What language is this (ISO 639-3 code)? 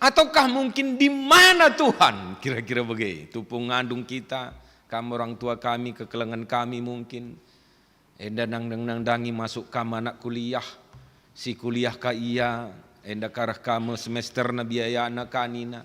btx